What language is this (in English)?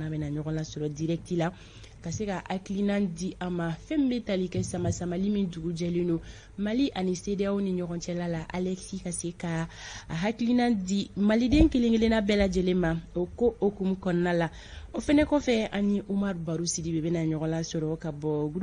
Bambara